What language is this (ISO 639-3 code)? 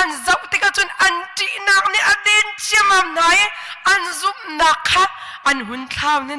cnh